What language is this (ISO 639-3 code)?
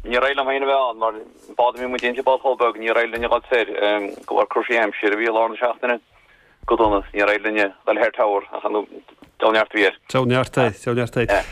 gle